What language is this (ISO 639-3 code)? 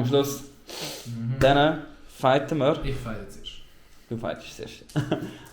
gsw